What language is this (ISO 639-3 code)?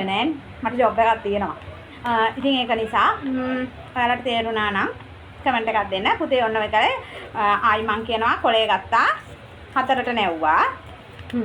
sin